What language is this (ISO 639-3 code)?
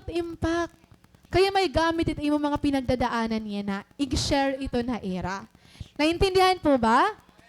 war